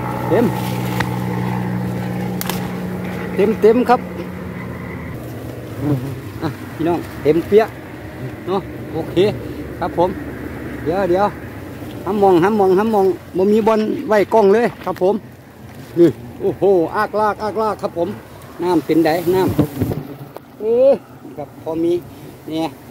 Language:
Thai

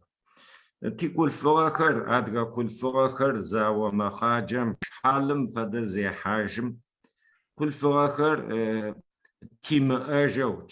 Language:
Adyghe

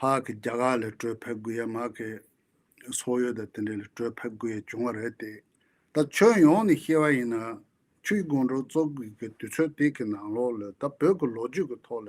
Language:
Tibetan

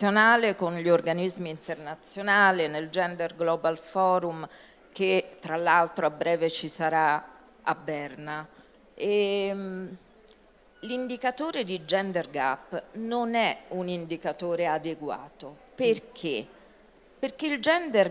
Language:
Italian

